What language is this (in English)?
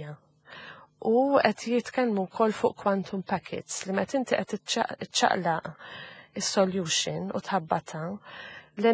Maltese